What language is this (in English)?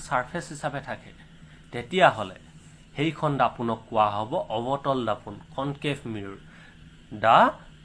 Assamese